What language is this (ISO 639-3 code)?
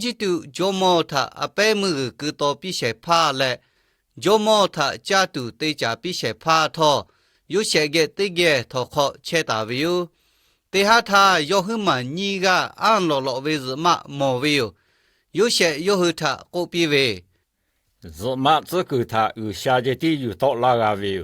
lhu